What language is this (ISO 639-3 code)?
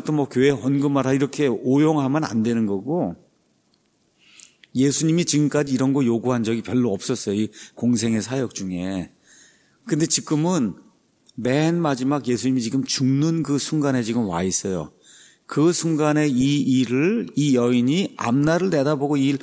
kor